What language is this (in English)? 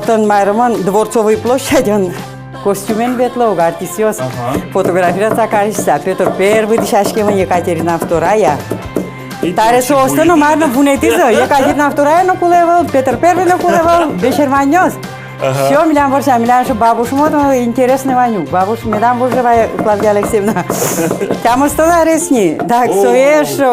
Udmurt